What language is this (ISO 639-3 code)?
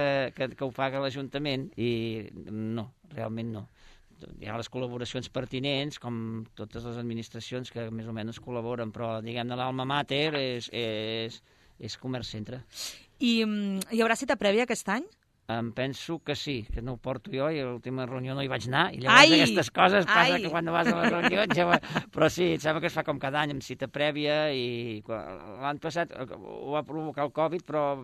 cat